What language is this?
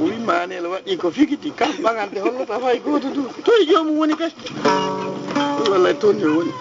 Fula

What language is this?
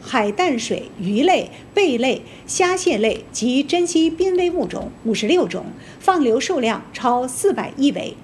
Chinese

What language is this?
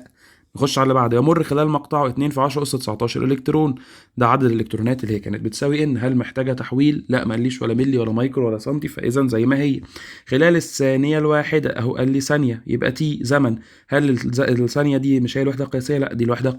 Egyptian Arabic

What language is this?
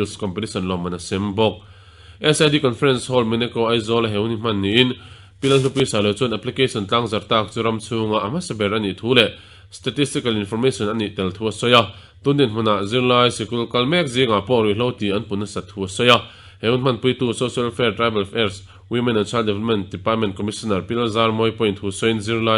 Mizo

